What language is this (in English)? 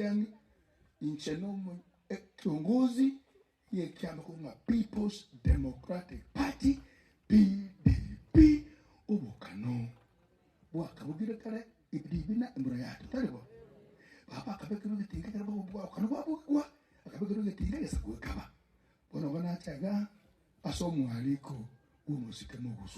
Gusii